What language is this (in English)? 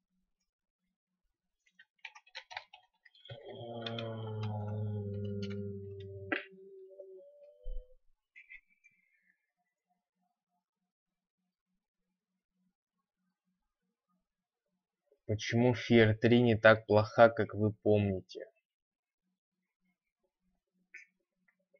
Russian